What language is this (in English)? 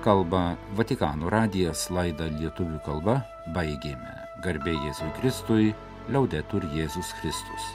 Lithuanian